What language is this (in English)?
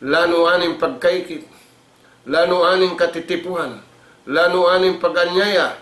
Tausug